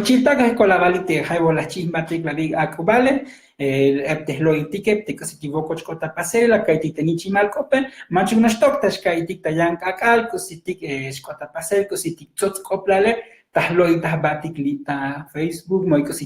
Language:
Tzotzil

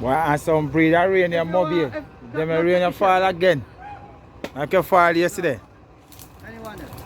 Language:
Jamaican Creole English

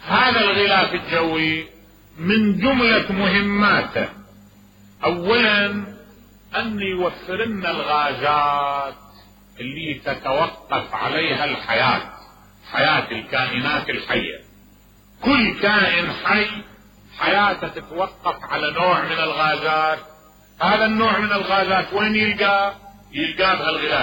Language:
Mesopotamian Arabic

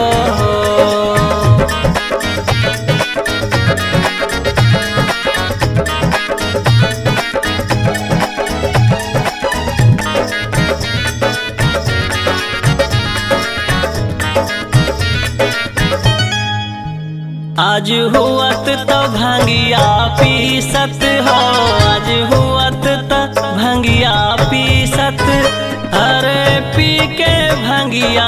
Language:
Bhojpuri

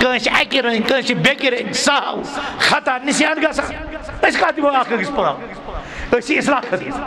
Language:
Kashmiri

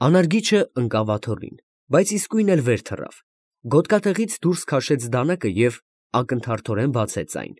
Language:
Armenian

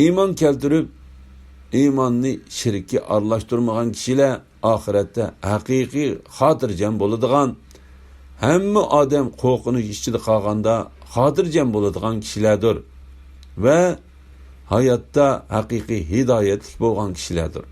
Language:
Uyghur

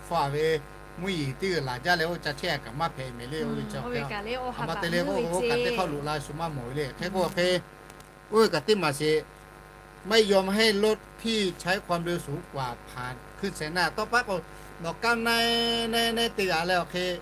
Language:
Lahu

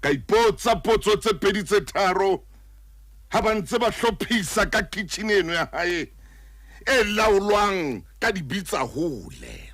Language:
Southern Sotho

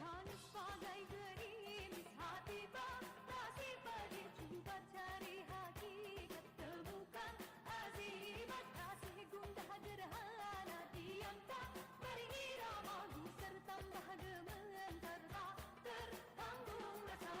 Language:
Betawi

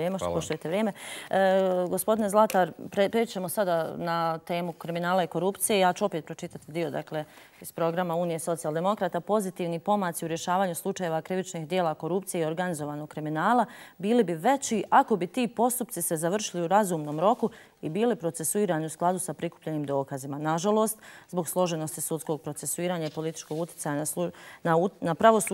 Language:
Bosnian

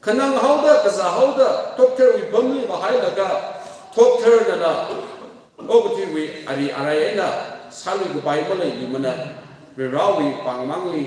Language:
Tangkhul Naga (India)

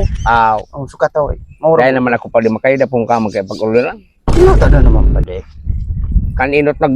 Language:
Bikol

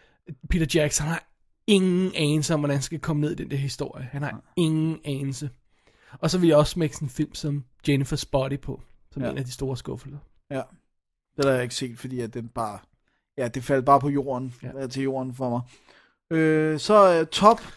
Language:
Danish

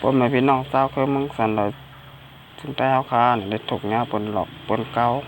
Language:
Shan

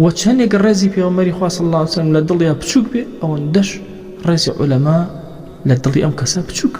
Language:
Central Kurdish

